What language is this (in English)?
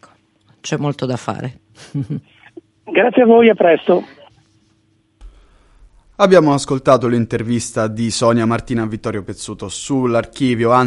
Italian